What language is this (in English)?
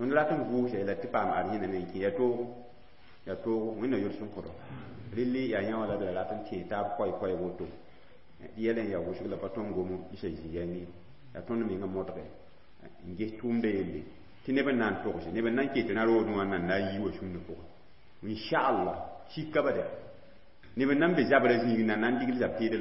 Mossi